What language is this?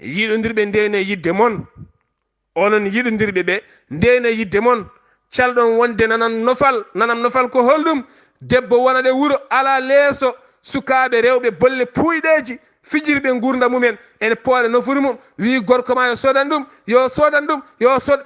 Fula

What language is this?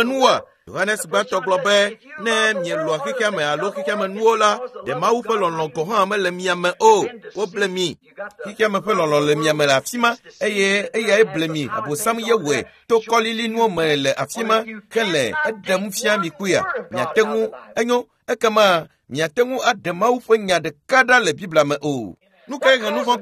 Ewe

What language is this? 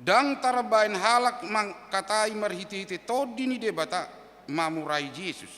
Batak Toba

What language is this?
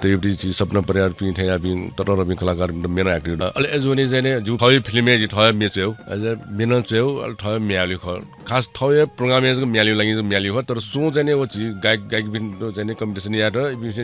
Newari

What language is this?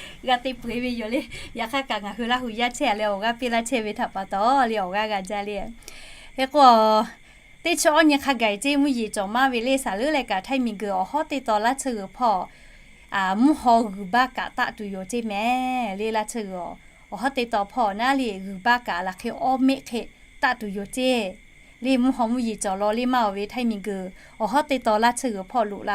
Lahu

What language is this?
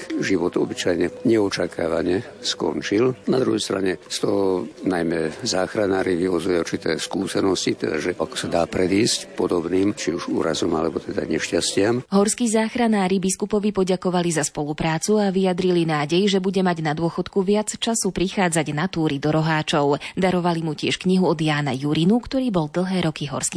Slovak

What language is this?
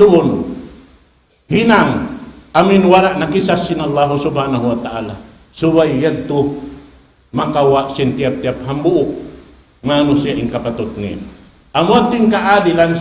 Tausug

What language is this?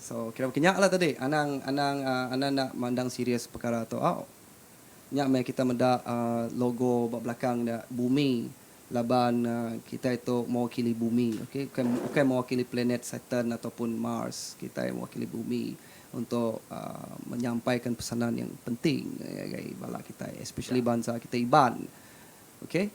Iban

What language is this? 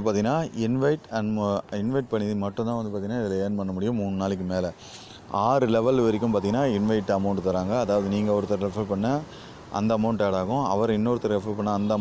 Tamil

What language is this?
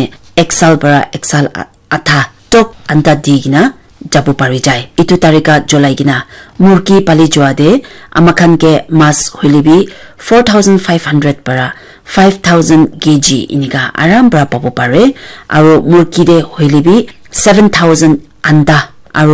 Naga Pidgin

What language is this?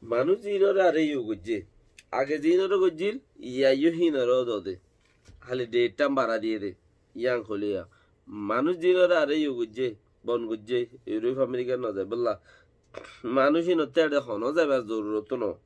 Rohingya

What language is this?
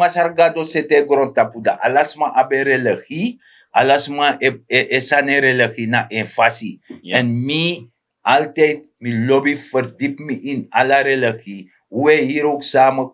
Sranan Tongo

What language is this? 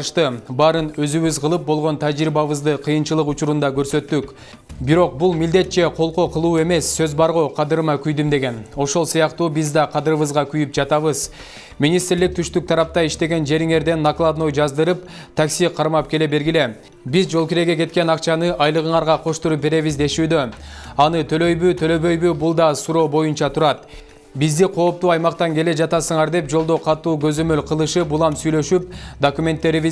Kyrgyz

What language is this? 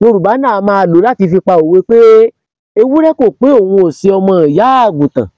Yoruba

